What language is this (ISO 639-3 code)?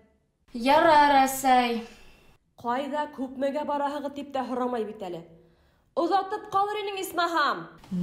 bak